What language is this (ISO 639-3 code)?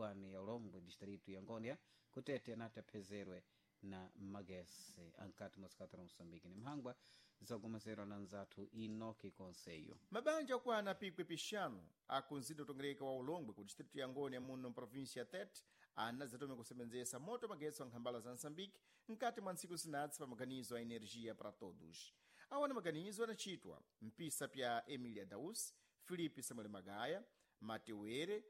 seh